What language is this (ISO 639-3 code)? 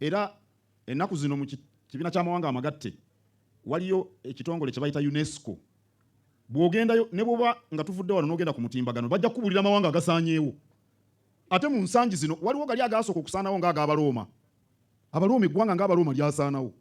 lug